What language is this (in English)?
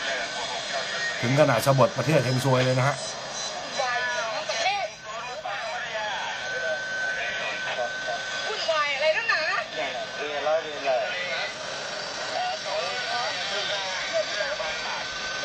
Thai